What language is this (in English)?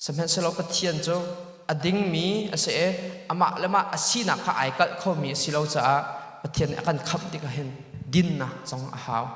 Hakha Chin